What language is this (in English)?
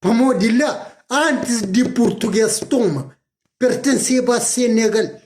Kabuverdianu